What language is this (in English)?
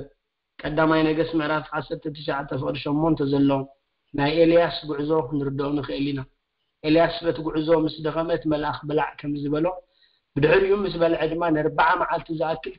Tigrinya